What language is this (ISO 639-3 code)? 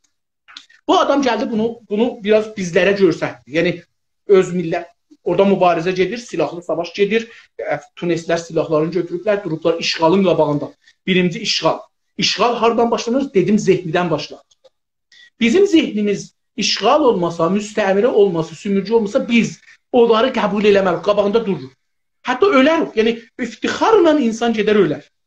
azb